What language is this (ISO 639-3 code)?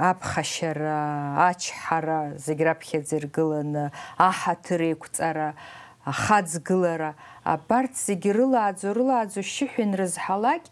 abk